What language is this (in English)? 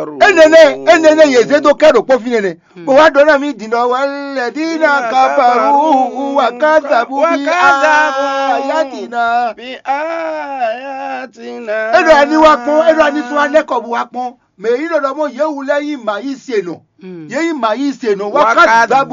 Fon